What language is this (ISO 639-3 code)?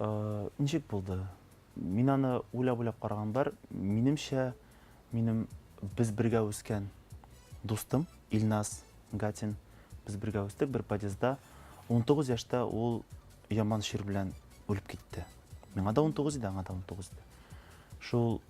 tat